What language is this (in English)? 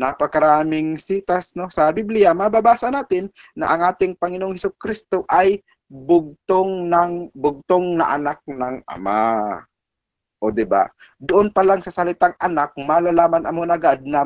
Filipino